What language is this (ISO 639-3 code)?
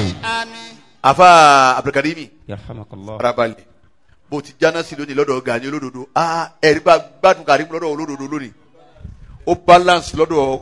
yor